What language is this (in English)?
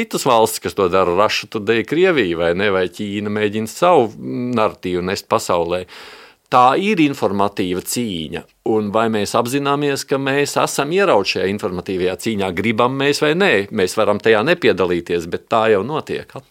Latvian